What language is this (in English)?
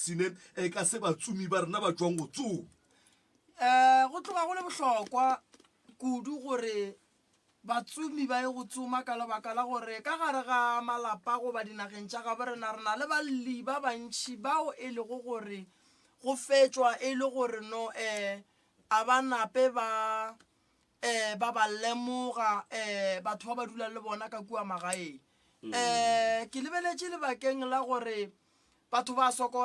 Northern Sotho